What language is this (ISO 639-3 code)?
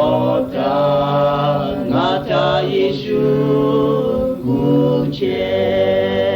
lhu